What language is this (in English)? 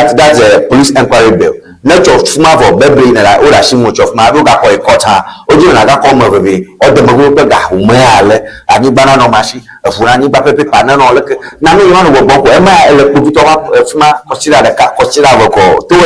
Ewe